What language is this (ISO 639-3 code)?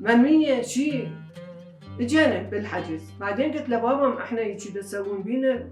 acm